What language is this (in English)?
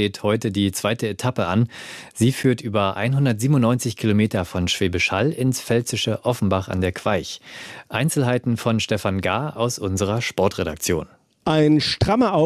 German